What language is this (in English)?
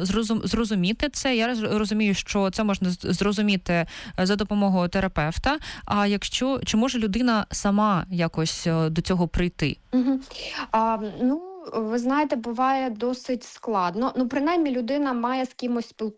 Ukrainian